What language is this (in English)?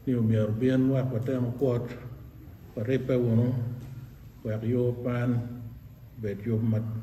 Acoli